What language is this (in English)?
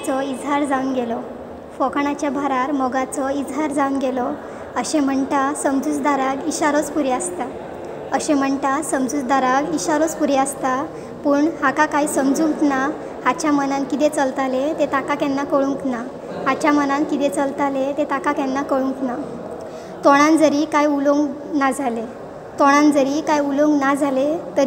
Konkani